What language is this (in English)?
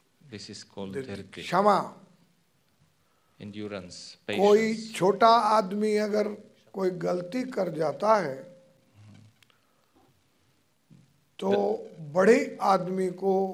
Hindi